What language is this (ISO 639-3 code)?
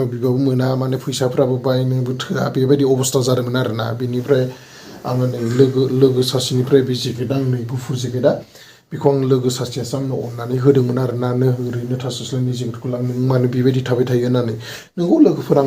brx